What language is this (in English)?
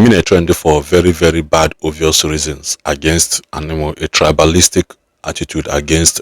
Igbo